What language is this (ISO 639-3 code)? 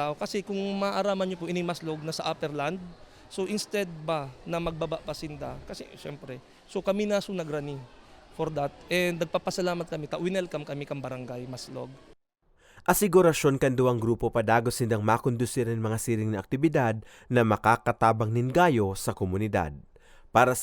bik